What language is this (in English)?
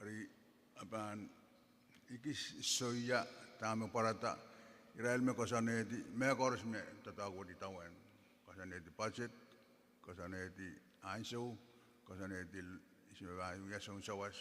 Pohnpeian